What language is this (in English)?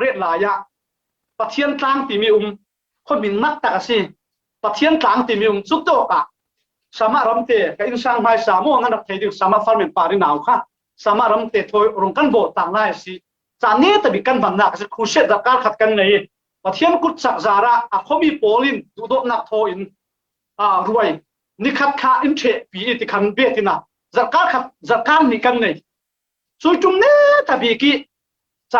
Falam Chin